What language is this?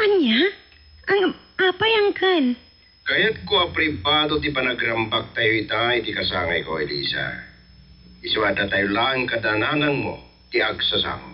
Iloko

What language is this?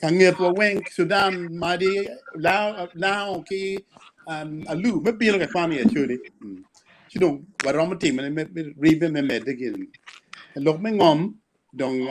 Acoli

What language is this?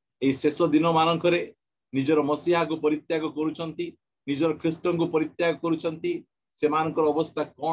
Odia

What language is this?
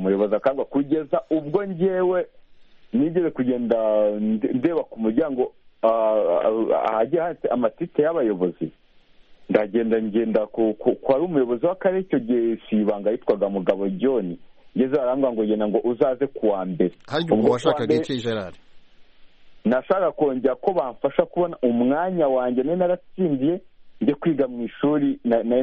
Kinyarwanda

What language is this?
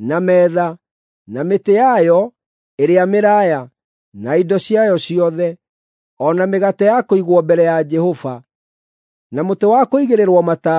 Kikuyu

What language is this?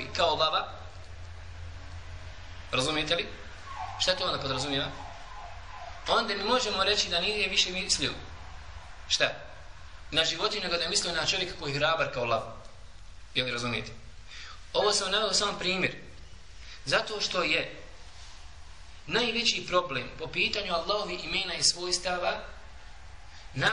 Bosnian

